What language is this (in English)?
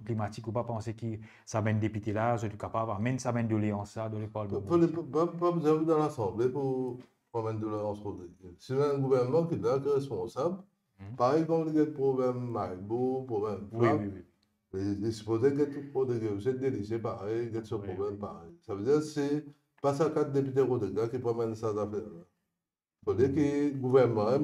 Morisyen